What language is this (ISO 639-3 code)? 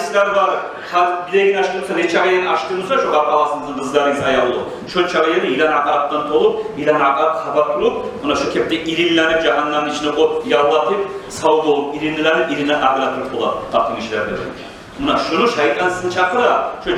kum